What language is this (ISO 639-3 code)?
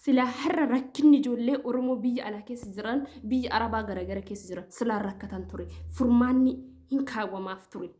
orm